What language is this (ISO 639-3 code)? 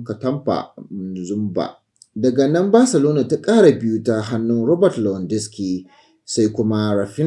hau